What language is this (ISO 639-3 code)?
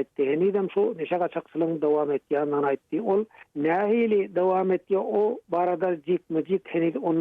tuk